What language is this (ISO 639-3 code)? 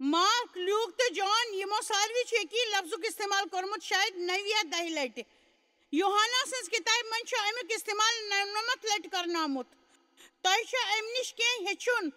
kas